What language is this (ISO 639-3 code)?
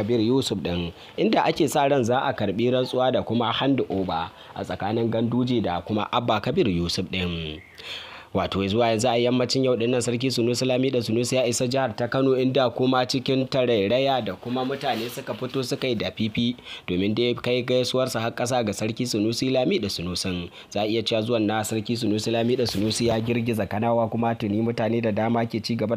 hau